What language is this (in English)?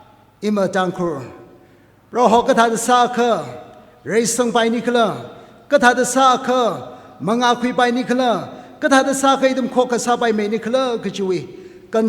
Tangkhul Naga (India)